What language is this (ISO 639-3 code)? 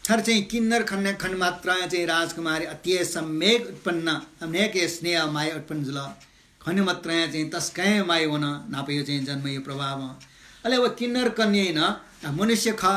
new